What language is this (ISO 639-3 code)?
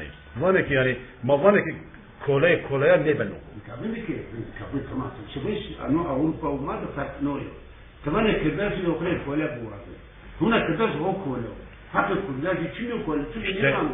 zza